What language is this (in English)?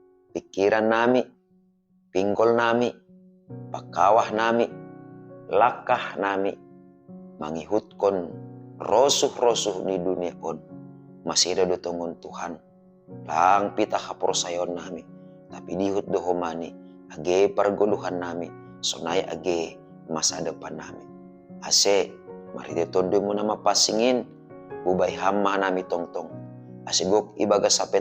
Batak Simalungun